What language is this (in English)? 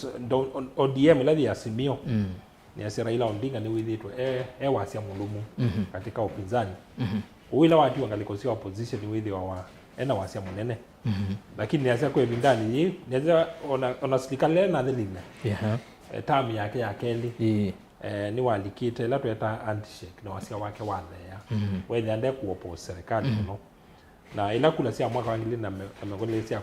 Kamba